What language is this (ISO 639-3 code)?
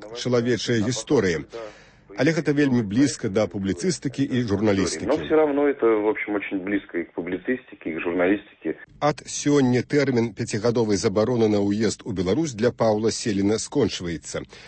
bel